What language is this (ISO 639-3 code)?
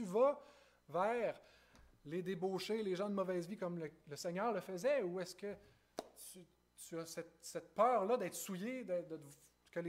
fra